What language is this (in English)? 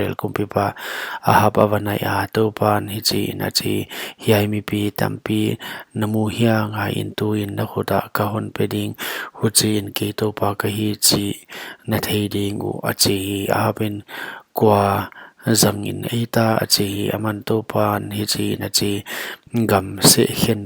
Paite Chin